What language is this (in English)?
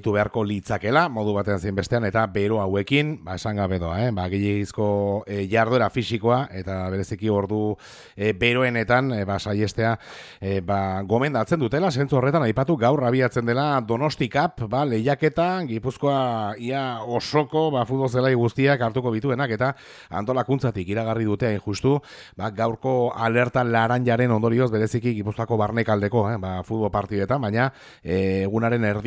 Basque